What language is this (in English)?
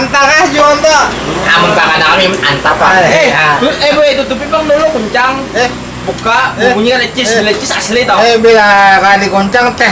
Banjar